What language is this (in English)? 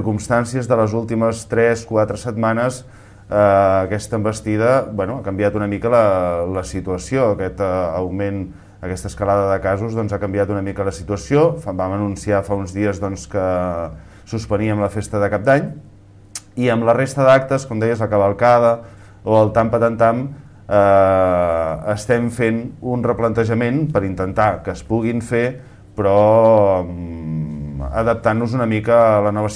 Catalan